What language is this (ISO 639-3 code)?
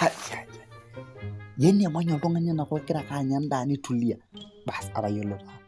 mas